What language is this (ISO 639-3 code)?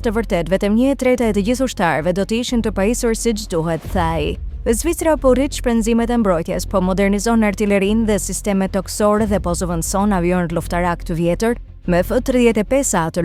sqi